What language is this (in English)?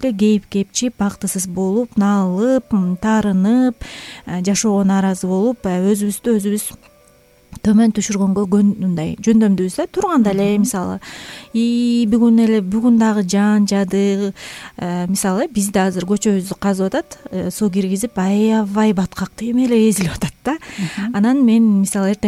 Kyrgyz